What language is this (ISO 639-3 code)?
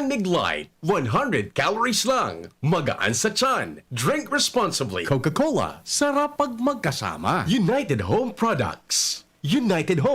bik